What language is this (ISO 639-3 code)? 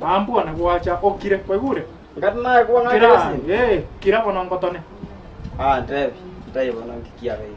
guz